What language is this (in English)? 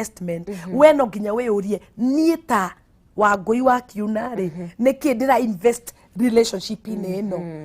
Kikuyu